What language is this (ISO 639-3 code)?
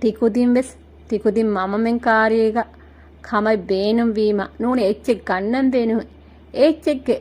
div